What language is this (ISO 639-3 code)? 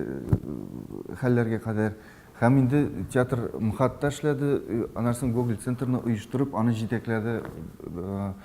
tat